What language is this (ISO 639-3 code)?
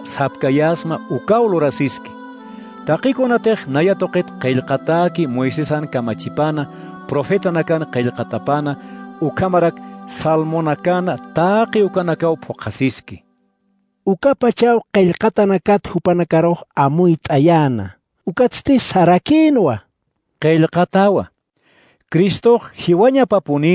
aym